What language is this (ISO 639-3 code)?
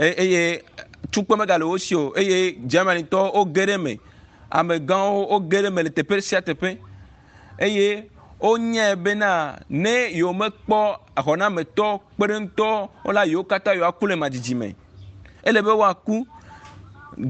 ewe